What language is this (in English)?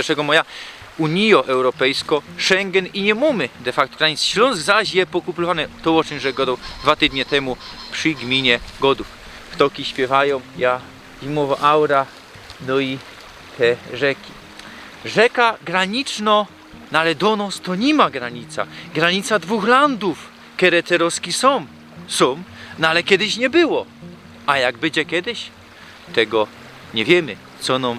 Silesian